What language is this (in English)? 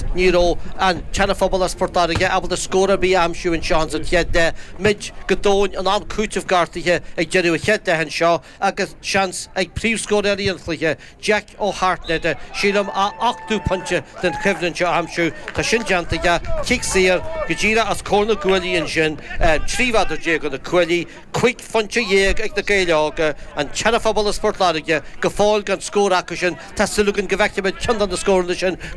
Irish